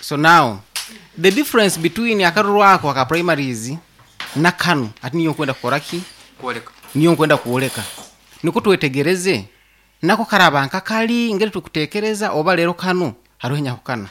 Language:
Nyankole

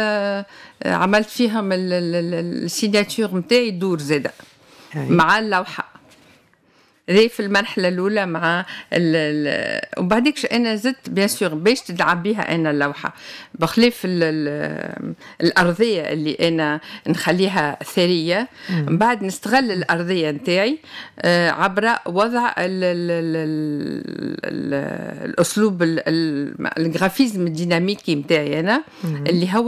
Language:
Tunisian Arabic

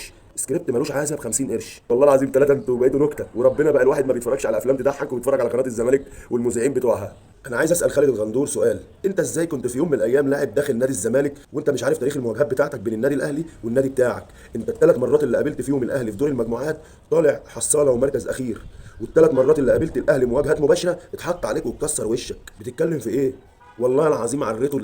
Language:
Egyptian Arabic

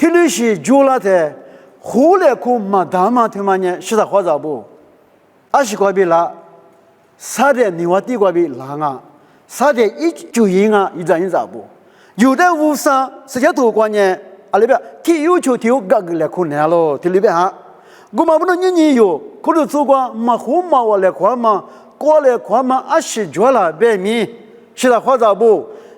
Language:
Lisu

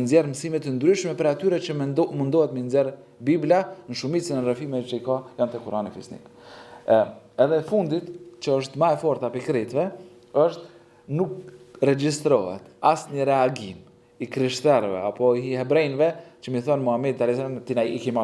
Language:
Albanian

